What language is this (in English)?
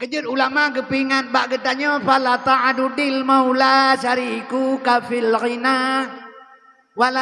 Achinese